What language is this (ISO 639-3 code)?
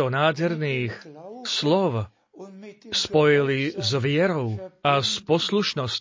slk